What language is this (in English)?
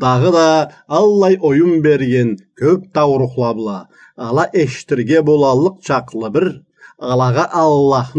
Karachay-Balkar